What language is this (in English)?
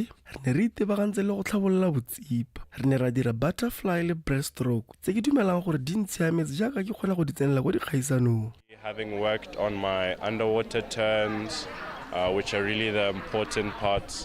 Tswana